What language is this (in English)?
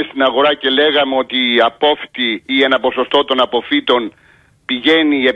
Greek